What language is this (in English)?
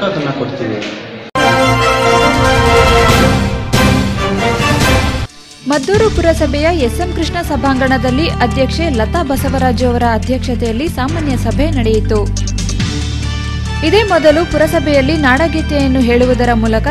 Kannada